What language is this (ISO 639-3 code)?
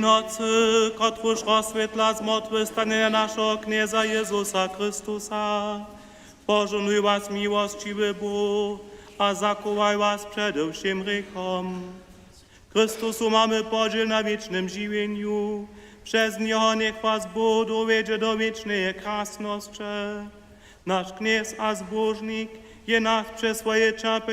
hsb